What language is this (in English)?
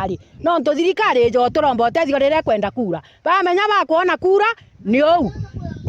Meru